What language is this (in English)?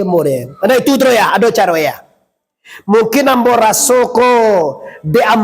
Minangkabau